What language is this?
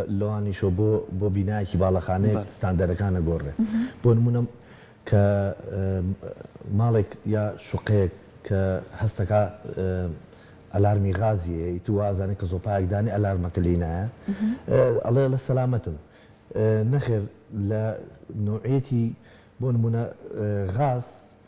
Central Kurdish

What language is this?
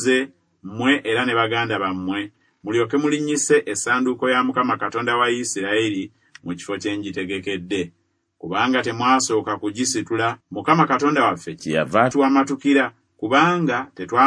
Ganda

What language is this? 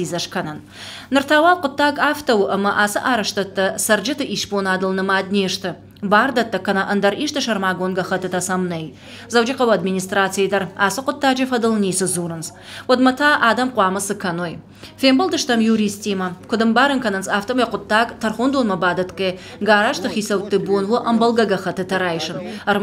Ossetic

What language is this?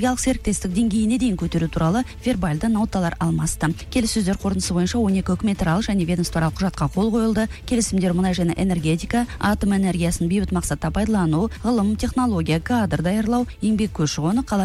Kazakh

